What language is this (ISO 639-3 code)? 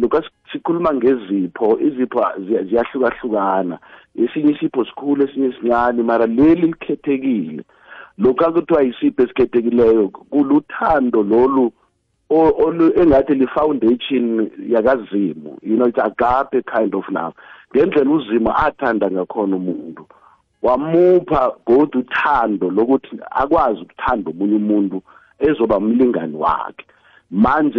nbl